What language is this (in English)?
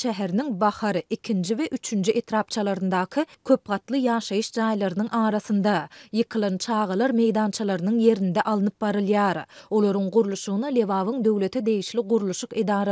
Turkmen